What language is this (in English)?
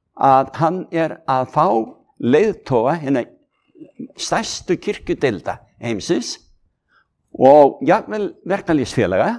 Icelandic